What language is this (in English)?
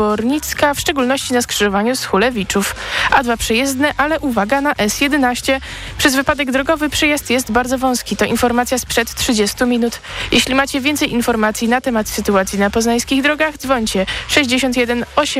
Polish